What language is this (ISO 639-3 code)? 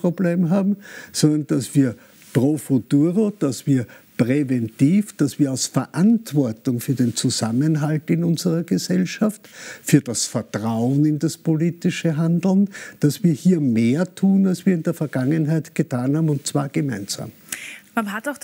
deu